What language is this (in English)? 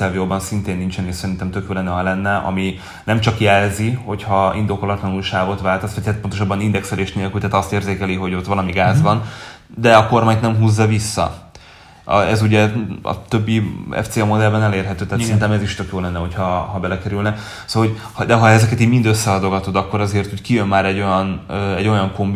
Hungarian